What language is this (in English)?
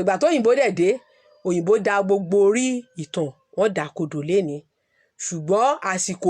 Yoruba